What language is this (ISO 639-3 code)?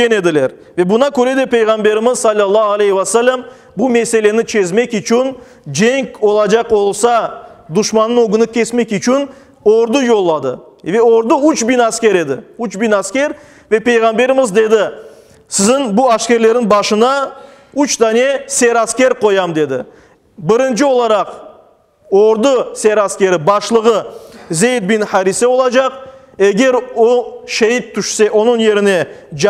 crh